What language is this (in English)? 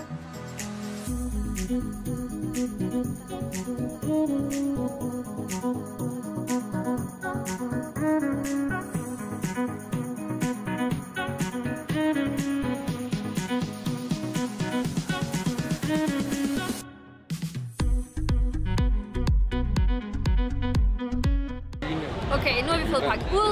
Danish